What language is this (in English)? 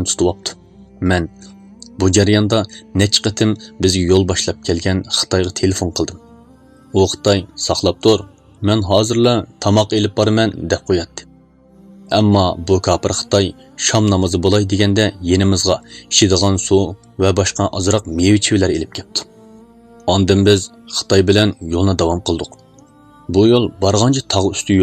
Uyghur